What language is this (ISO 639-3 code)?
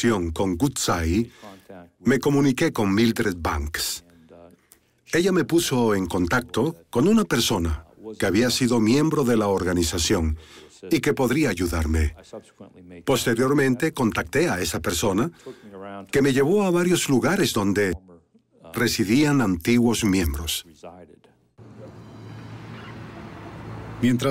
spa